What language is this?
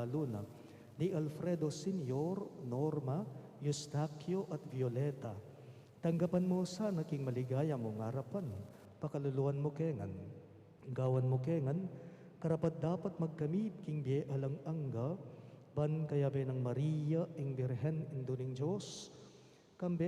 Pampanga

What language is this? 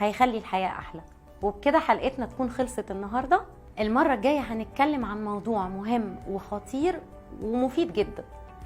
Egyptian Arabic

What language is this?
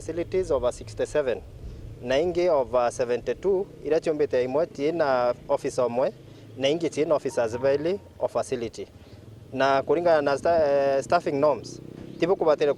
Meru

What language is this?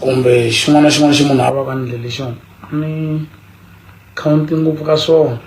Tsonga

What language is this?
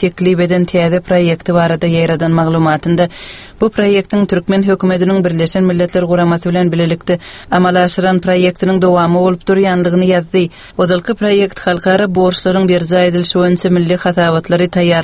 Turkmen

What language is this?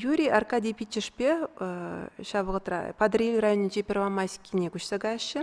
Chuvash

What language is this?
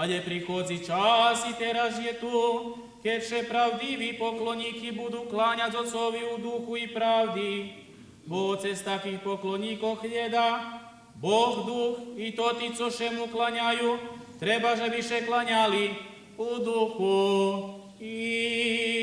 Rusyn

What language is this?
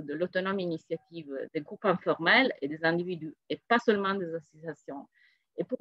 French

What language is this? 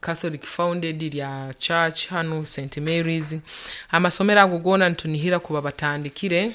Nyoro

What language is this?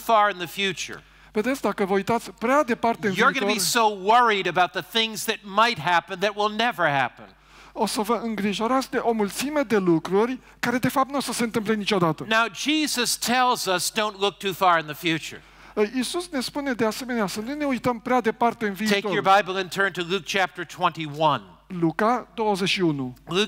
Romanian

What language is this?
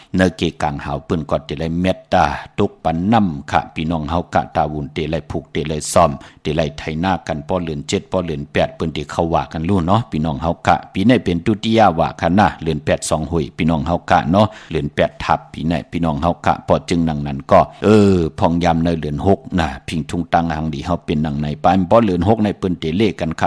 Shan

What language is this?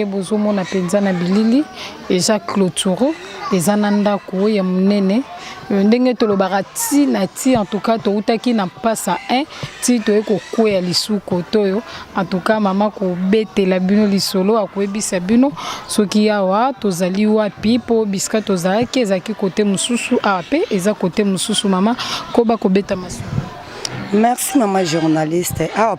Lingala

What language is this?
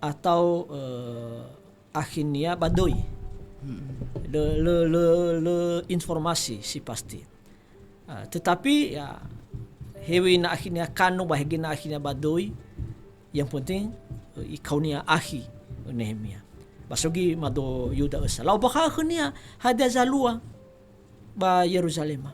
Nias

